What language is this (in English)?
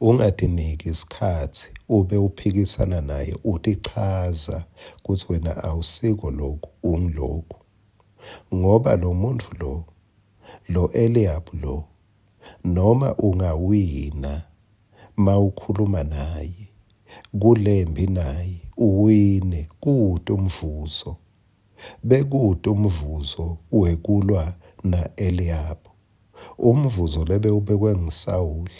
Swati